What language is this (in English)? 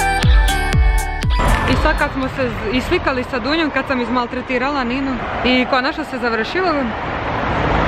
Serbian